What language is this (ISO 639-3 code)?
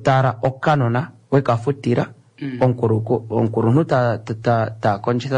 kua